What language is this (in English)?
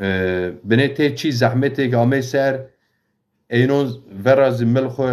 Zaza